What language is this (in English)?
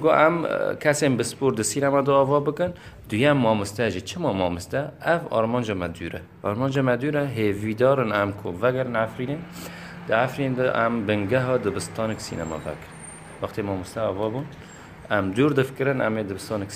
Kurdish